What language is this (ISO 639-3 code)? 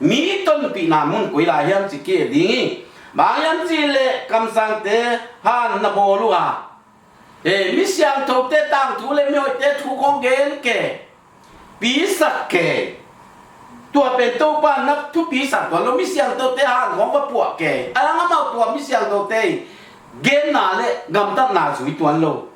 ctd